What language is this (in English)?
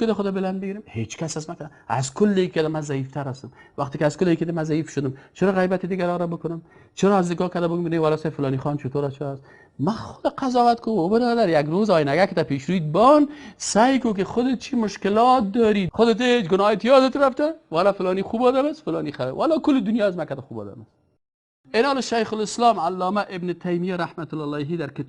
Persian